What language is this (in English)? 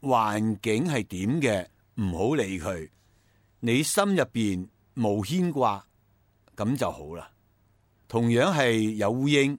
Cantonese